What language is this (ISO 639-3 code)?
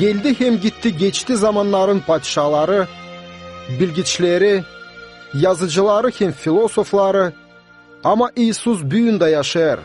gag